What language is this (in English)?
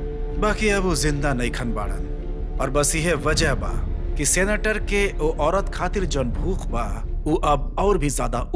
Bhojpuri